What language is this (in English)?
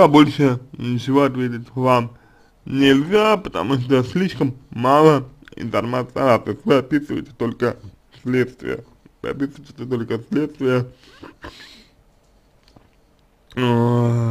Russian